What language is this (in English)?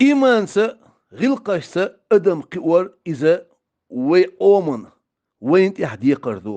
Chechen